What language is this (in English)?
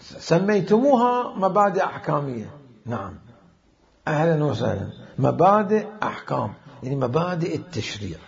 Mesopotamian Arabic